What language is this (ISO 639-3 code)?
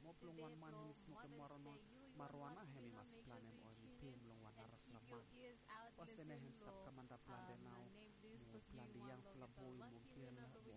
bis